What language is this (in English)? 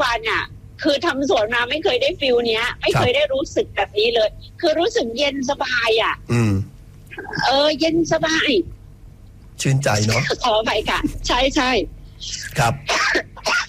Thai